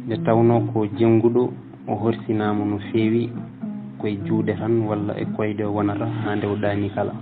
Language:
Fula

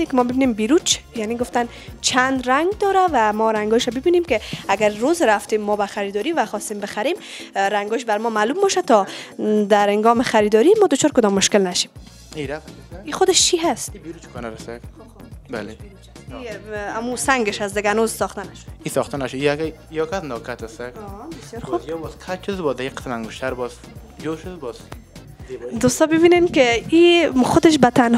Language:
Persian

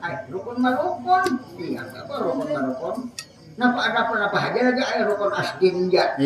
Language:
Banjar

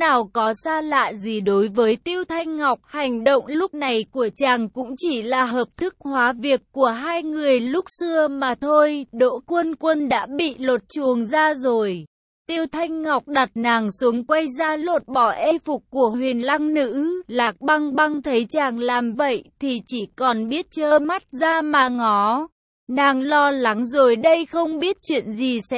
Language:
Vietnamese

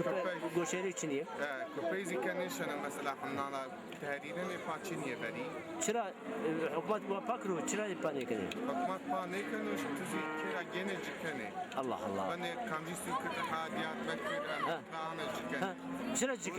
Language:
Zaza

